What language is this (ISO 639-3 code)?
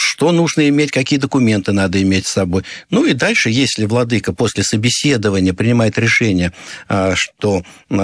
rus